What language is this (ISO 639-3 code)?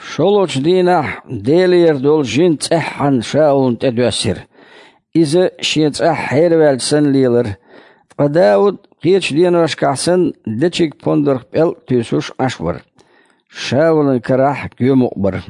che